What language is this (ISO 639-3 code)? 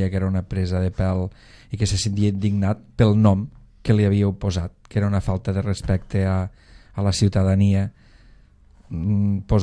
cat